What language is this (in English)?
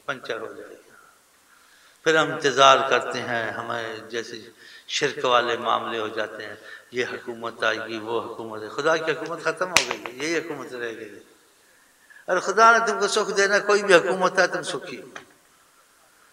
Urdu